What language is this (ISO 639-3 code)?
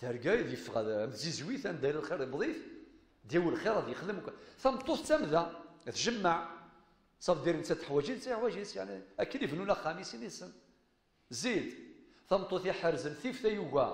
kab